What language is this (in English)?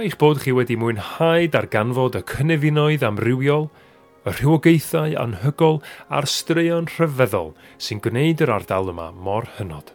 Welsh